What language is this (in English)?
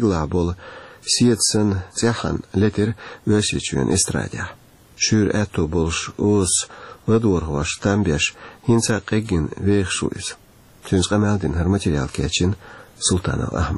Chechen